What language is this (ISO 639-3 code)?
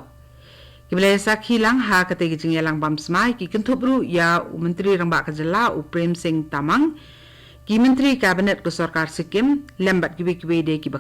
kha